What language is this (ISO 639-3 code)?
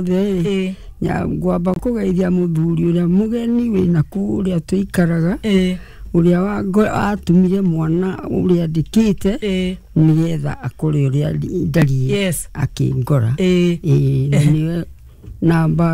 kik